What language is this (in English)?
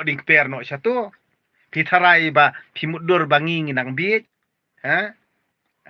Khasi